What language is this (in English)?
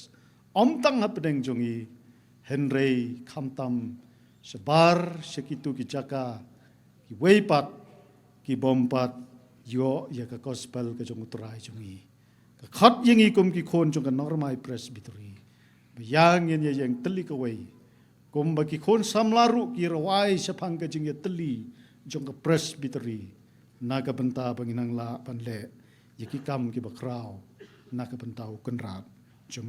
Khasi